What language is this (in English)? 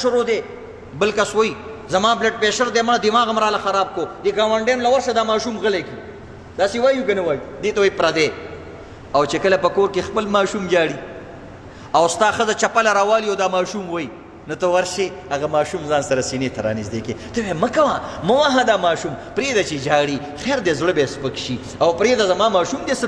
Pashto